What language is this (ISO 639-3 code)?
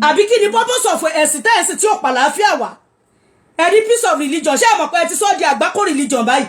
yor